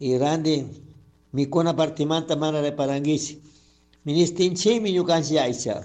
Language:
Chimborazo Highland Quichua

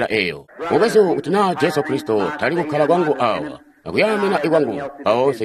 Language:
Tonga (Zambia)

